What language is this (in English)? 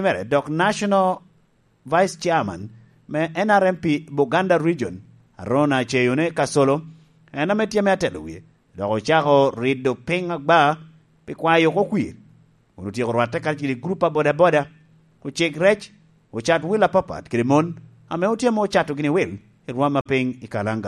Lango (Uganda)